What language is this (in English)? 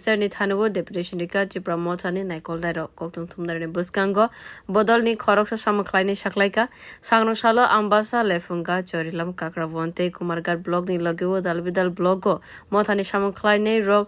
Kok Borok